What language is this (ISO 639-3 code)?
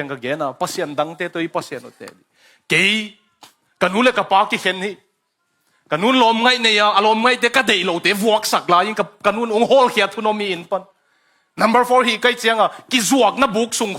ctd